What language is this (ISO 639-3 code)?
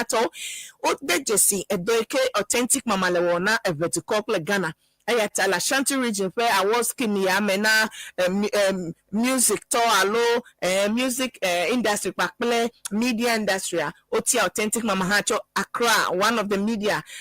ewe